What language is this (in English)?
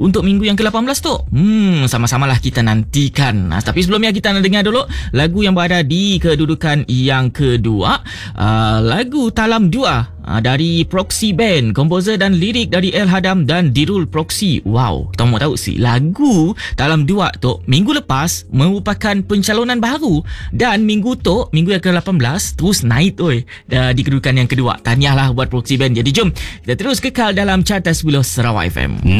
Malay